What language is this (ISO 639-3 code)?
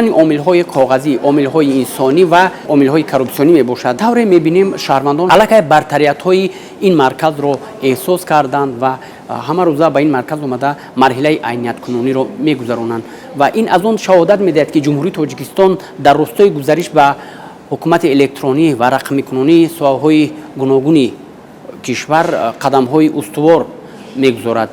tgk